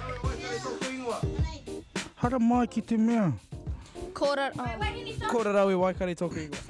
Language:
Māori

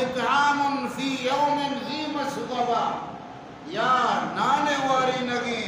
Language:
Baluchi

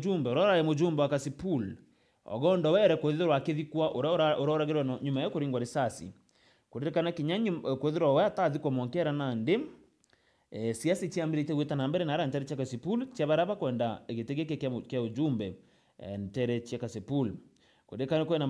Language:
Meru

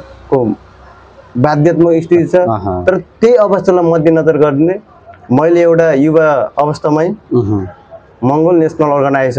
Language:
Nepali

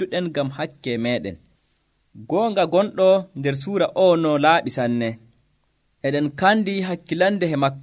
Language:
Nigerian Fulfulde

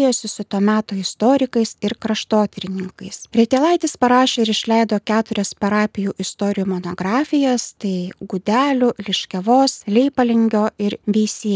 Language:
Lithuanian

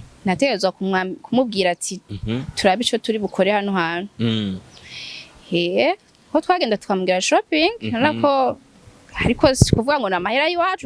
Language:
Rundi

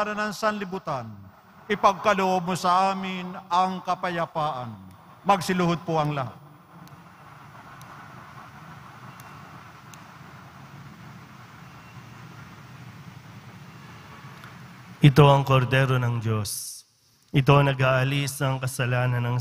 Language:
Filipino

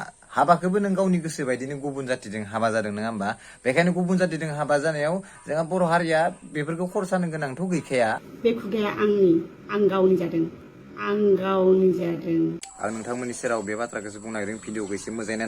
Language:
Bodo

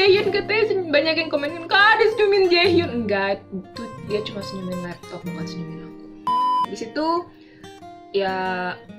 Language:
Indonesian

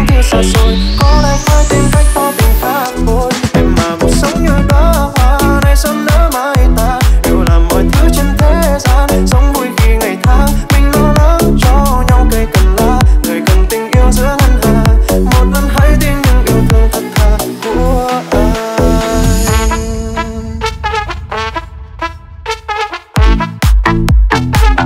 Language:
Vietnamese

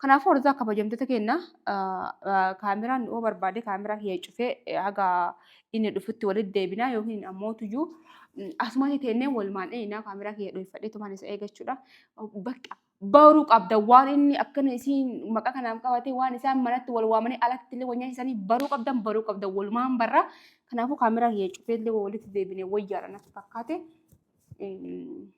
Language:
Oromo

